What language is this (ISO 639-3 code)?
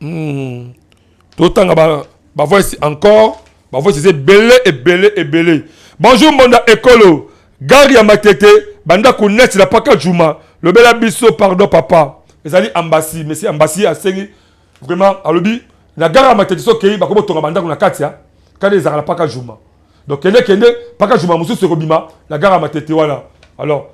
lin